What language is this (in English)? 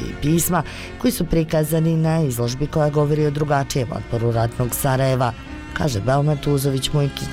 Bosnian